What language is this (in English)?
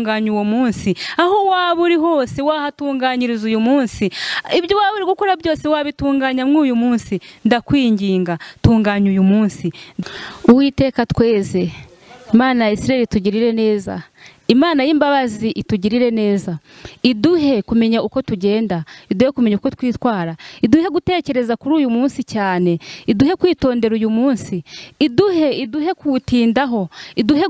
Kinyarwanda